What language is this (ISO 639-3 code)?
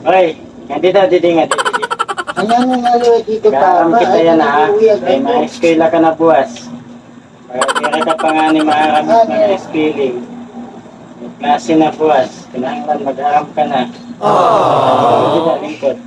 war